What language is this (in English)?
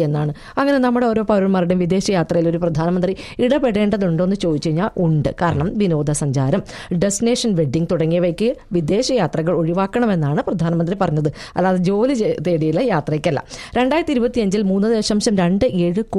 Malayalam